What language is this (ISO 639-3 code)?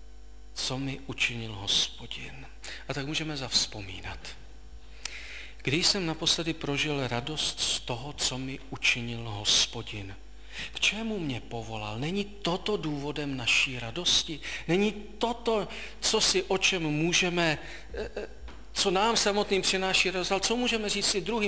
ces